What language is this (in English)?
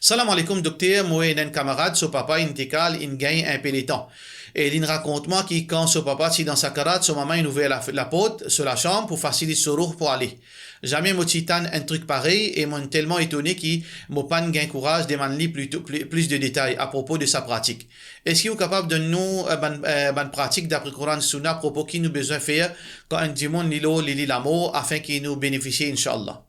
Morisyen